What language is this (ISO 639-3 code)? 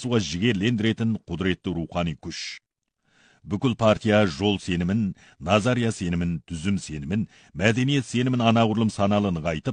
kaz